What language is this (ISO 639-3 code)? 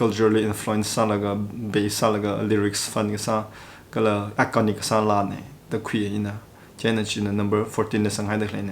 nmf